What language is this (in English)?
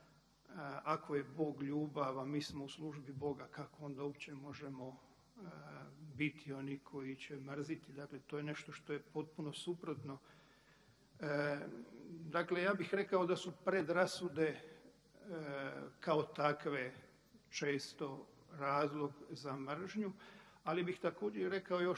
Croatian